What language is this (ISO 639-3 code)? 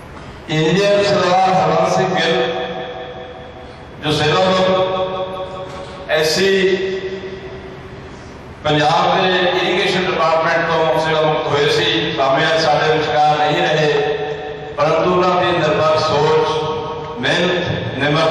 pan